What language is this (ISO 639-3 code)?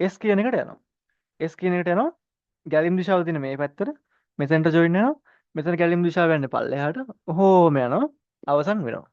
sin